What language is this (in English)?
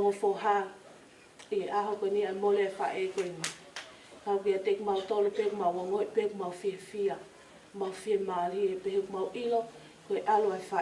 Tongan